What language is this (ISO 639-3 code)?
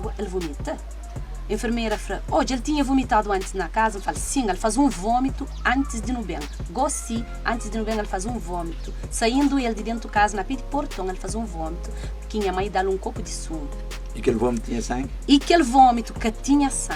kea